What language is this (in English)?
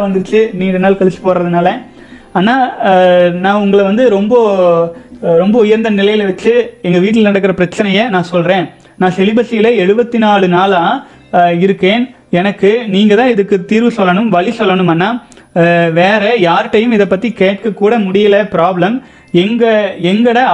Tamil